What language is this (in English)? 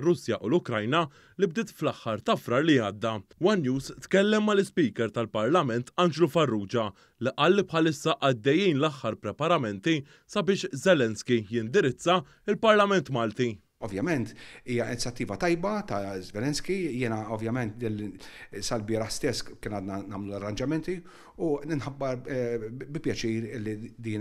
Maltese